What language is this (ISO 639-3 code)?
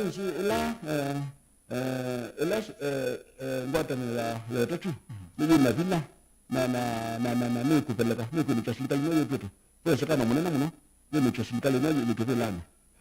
kam